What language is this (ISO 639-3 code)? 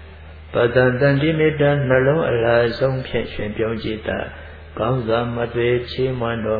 mya